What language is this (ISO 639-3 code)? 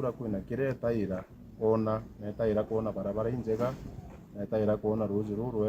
mer